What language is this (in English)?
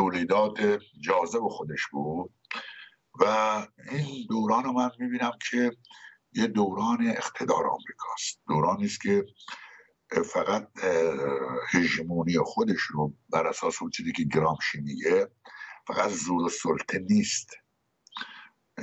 Persian